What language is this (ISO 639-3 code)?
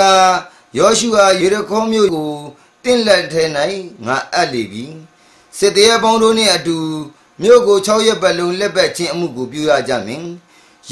mya